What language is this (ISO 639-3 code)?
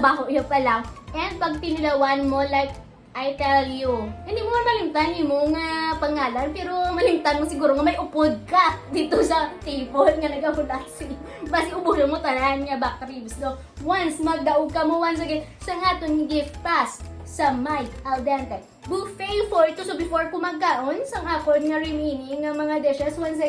hil